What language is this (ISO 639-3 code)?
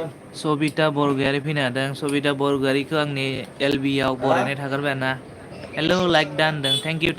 brx